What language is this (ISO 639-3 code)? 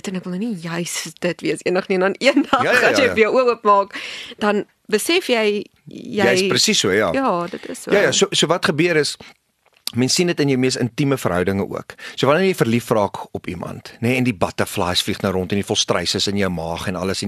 afr